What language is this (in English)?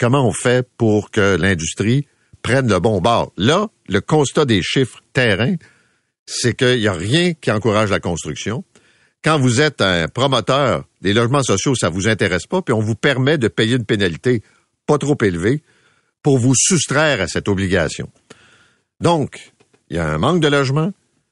French